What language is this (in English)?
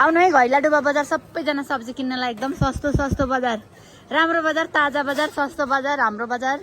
Nepali